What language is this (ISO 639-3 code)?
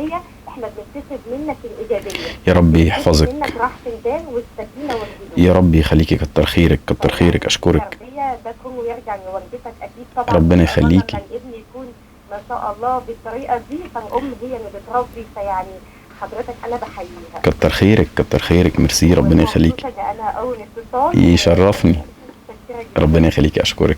arz